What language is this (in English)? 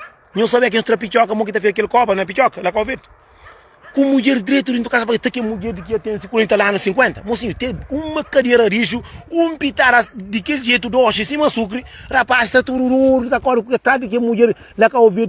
Kabuverdianu